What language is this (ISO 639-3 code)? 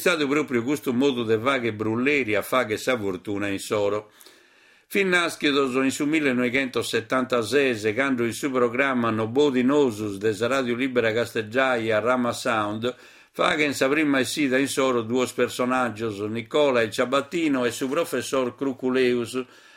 srd